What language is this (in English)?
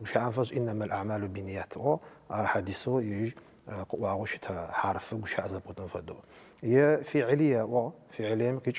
Adyghe